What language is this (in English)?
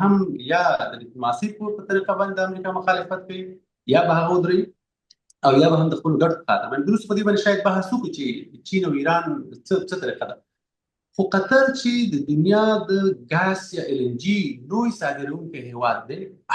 Pashto